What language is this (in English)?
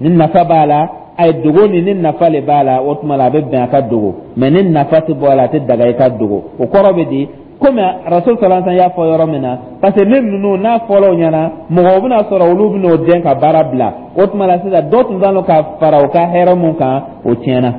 Dyula